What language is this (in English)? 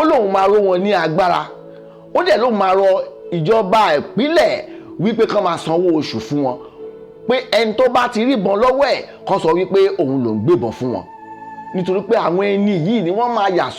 Yoruba